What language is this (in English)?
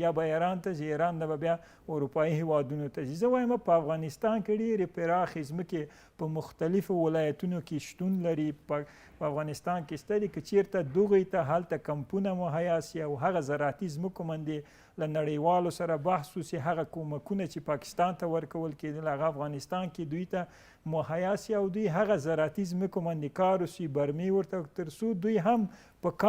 Pashto